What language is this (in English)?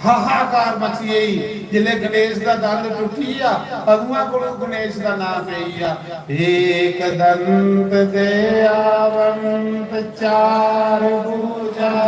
Dogri